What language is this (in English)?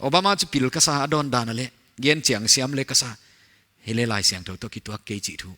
Paite Chin